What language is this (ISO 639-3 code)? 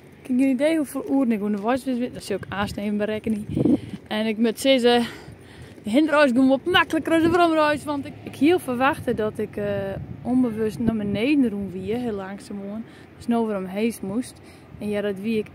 fry